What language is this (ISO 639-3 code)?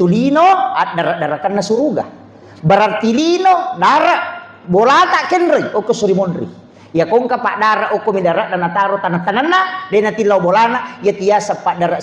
bug